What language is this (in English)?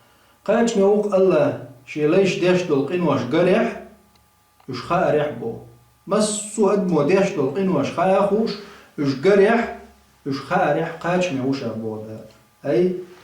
Chechen